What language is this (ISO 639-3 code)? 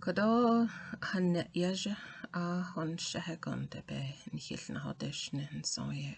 nav